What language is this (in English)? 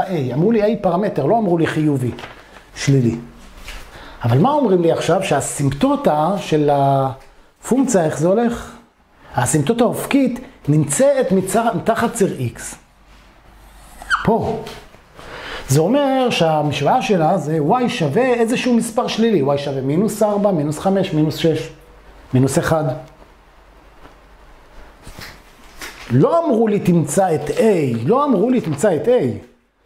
Hebrew